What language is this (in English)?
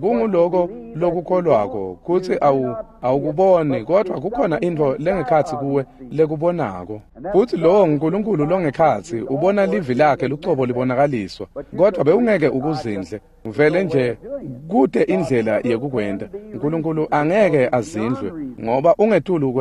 Swati